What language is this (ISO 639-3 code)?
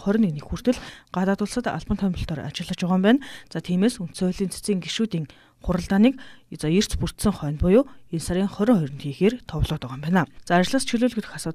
mon